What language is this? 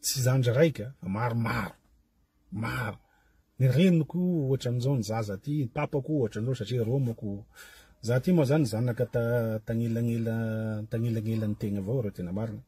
Malagasy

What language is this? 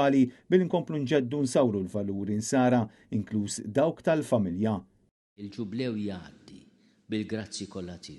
Maltese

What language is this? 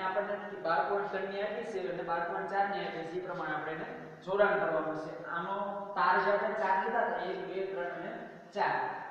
Gujarati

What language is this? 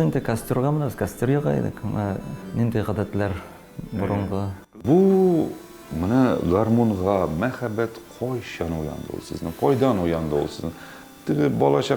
Tatar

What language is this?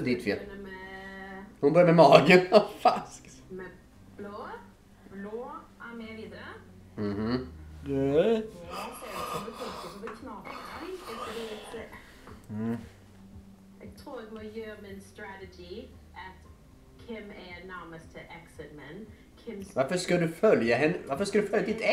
Swedish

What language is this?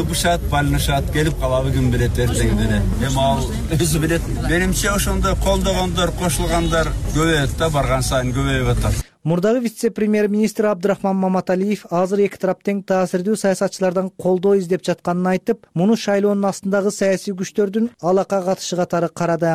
Kyrgyz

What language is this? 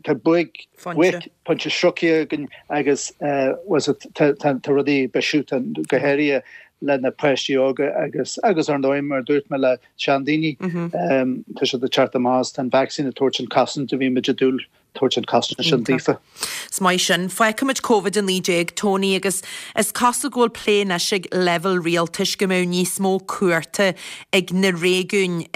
Irish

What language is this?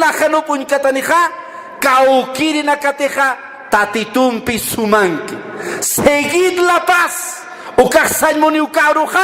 Aymara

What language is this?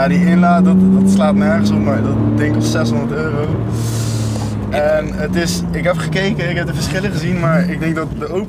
Dutch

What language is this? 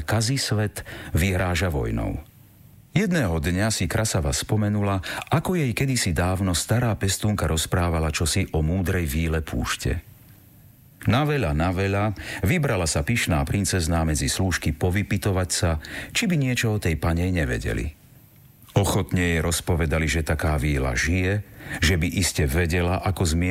Slovak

